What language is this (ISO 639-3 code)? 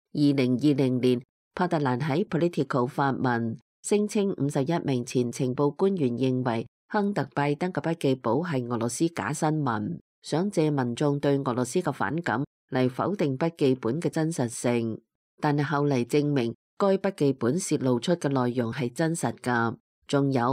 yue